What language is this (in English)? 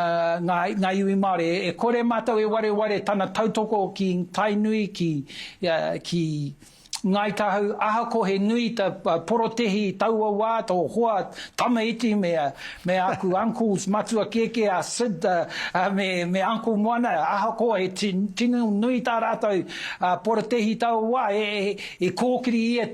Māori